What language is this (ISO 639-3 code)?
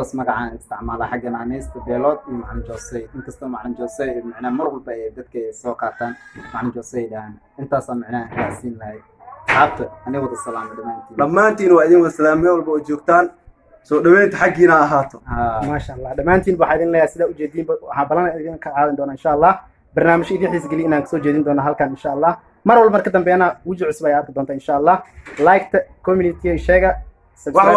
som